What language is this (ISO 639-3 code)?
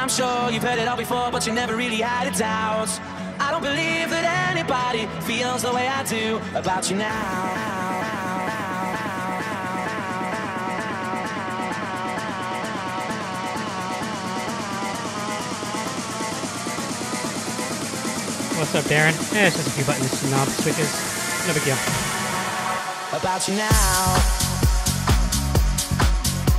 eng